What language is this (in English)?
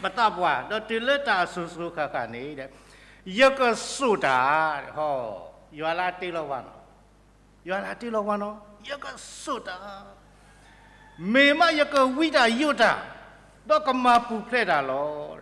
S'gaw Karen